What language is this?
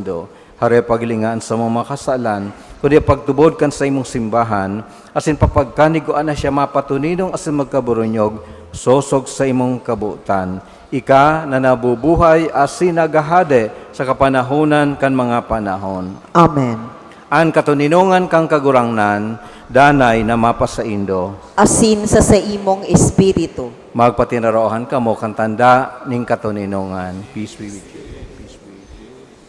Bikol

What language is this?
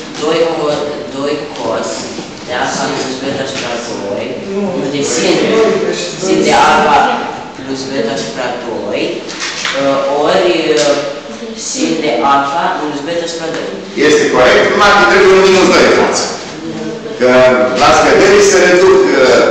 Romanian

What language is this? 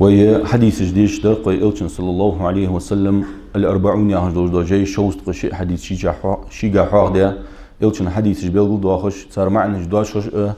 Ingush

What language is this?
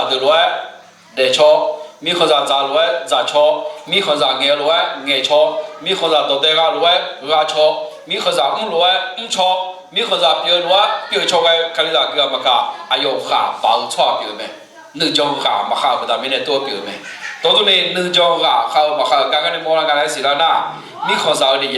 Akha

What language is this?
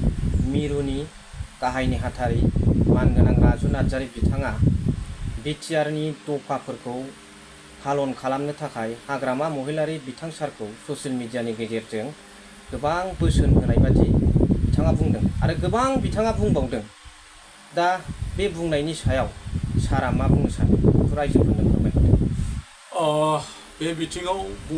Bodo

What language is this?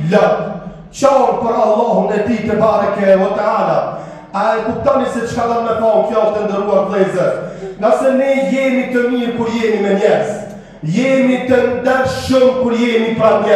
Albanian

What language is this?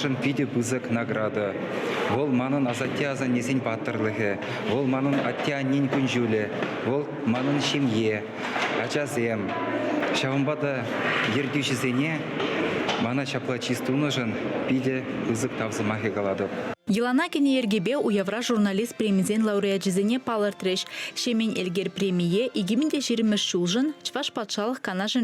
Chuvash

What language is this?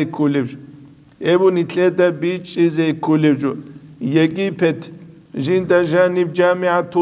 Avaric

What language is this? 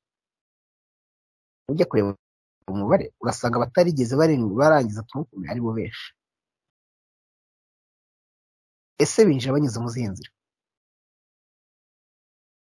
Kinyarwanda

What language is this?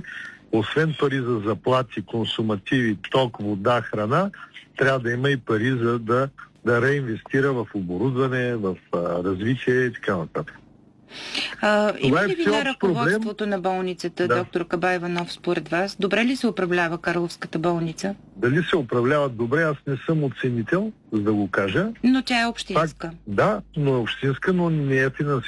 Bulgarian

